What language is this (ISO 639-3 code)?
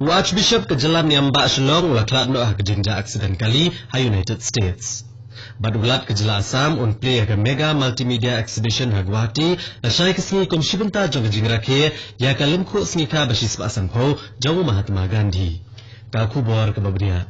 kha